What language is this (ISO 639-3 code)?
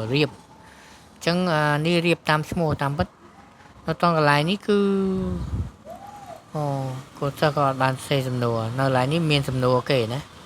khm